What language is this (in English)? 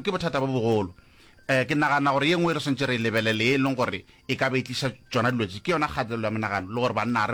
Northern Sotho